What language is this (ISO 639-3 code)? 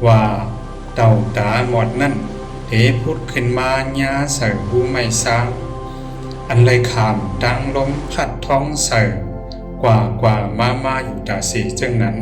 shn